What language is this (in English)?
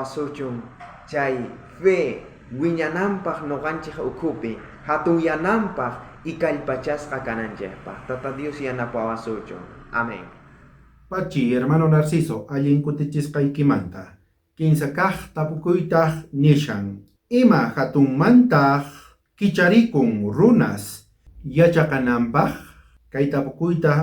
South Bolivian Quechua